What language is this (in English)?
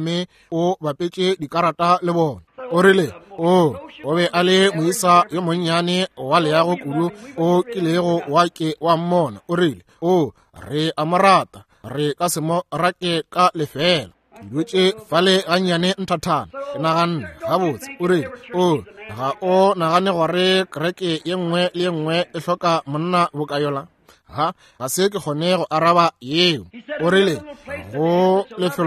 Northern Sotho